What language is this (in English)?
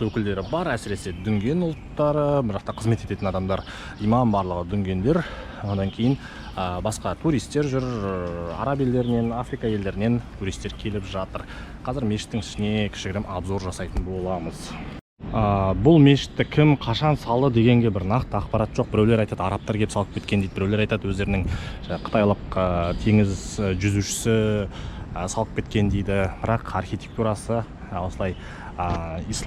Kazakh